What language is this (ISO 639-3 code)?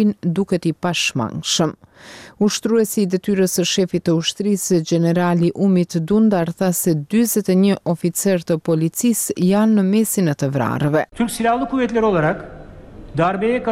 sqi